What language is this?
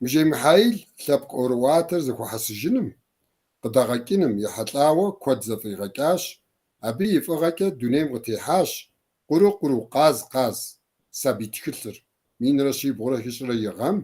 Kabardian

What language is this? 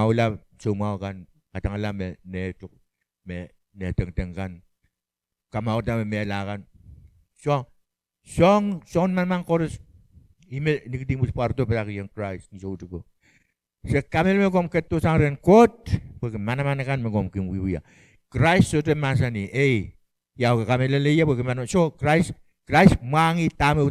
Pohnpeian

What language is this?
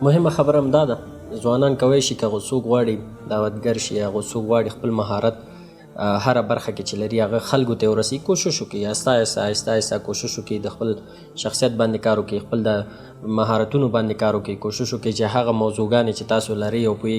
Pashto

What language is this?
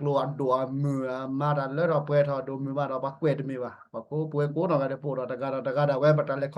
S'gaw Karen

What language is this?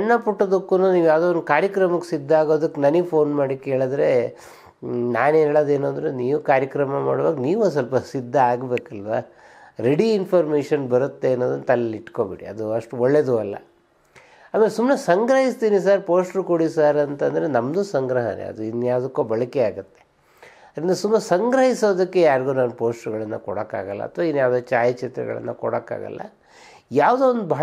Kannada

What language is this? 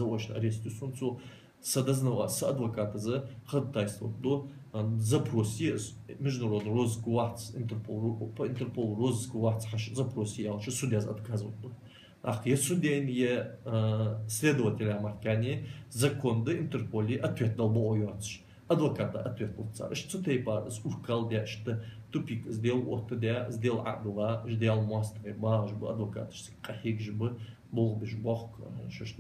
Ingush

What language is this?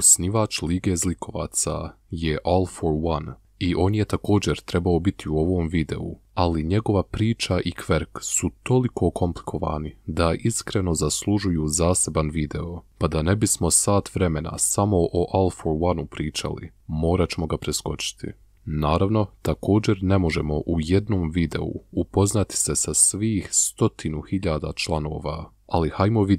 Bosnian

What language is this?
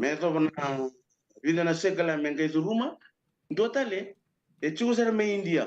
Fijian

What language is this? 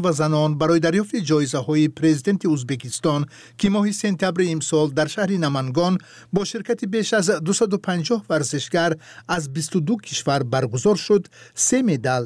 Tajik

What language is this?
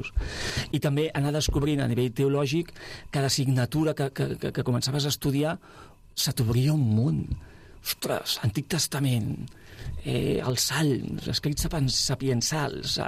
Catalan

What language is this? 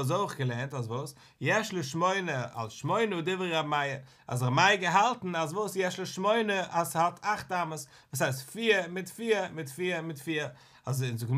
Yiddish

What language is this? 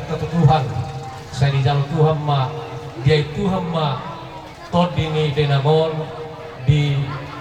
Batak Toba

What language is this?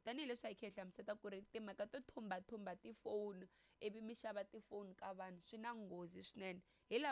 Tsonga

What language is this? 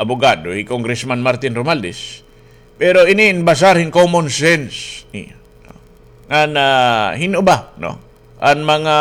Waray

